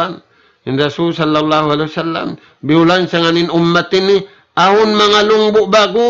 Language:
Tausug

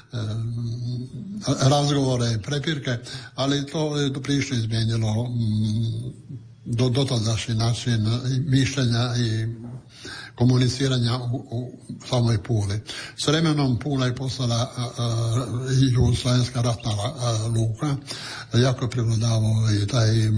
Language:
Croatian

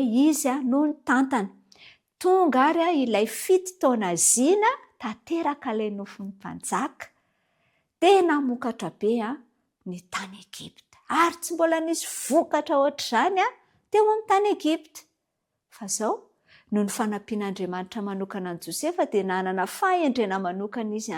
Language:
Malagasy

